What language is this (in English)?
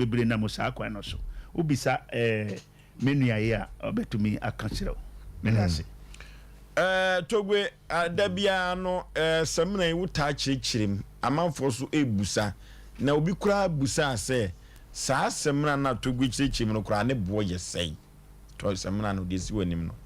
Akan